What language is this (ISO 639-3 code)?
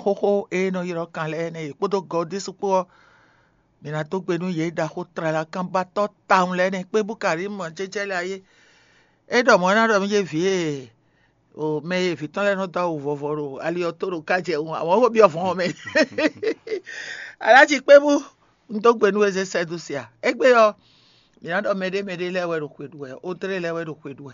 fon